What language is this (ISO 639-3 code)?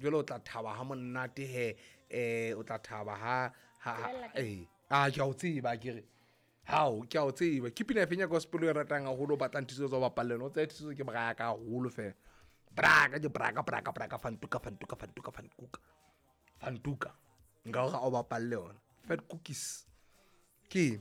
sot